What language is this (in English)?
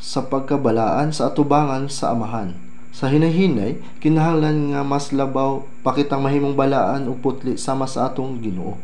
Cebuano